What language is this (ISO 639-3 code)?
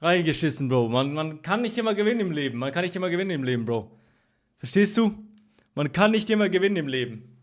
gsw